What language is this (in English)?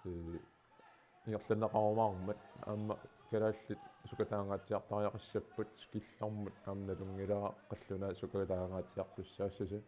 Kalaallisut